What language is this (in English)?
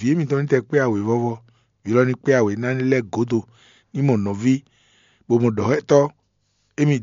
Fon